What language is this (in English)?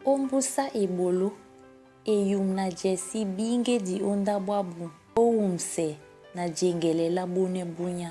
Duala